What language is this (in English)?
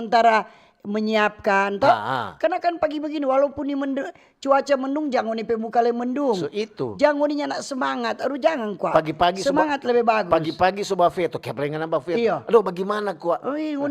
Manado Malay